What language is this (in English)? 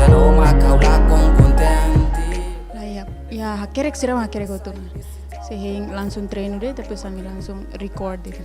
Tetum